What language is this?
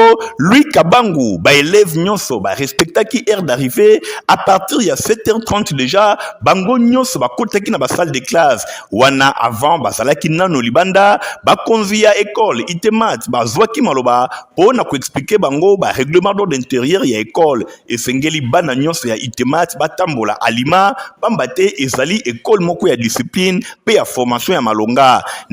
Lingala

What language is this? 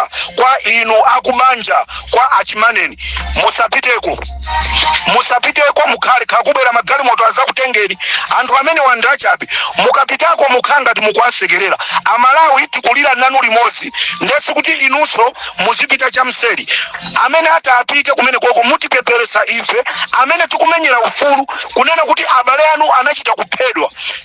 Nyanja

